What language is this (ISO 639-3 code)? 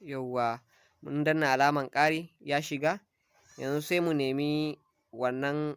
hau